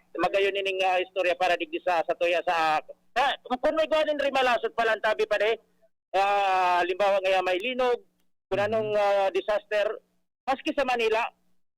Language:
Bikol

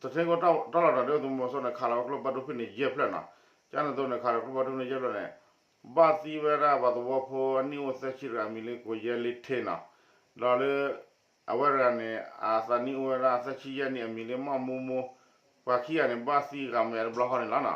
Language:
S'gaw Karen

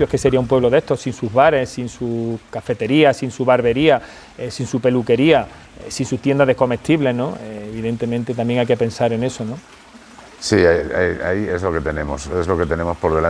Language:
Spanish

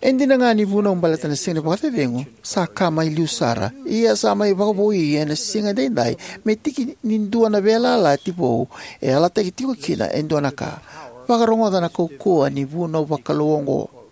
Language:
Fijian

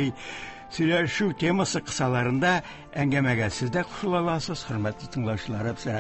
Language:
Tatar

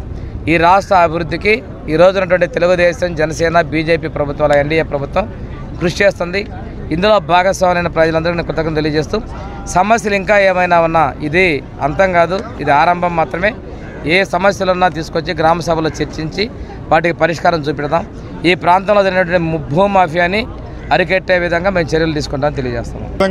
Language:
Telugu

